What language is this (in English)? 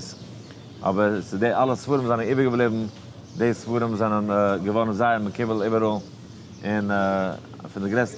Yiddish